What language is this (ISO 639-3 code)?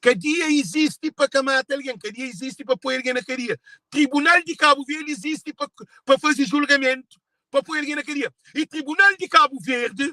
kea